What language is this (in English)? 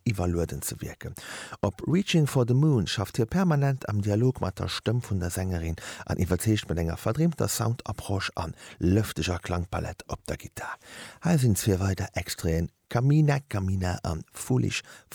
Luxembourgish